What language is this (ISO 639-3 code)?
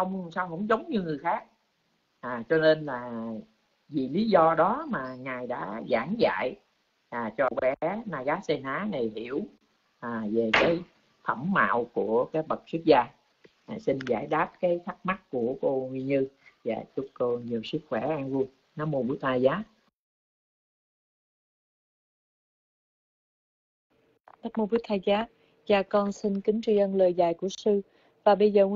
vie